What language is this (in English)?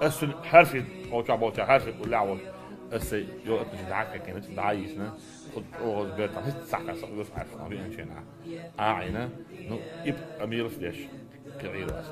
Chechen